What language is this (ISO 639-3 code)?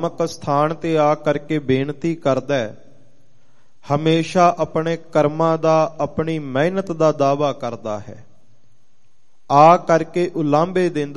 pan